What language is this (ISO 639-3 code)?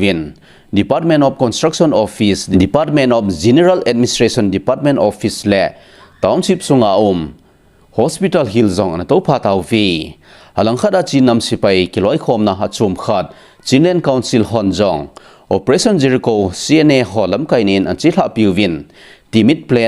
tcz